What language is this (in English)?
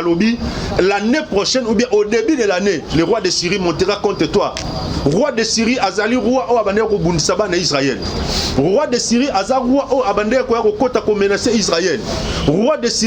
Lingala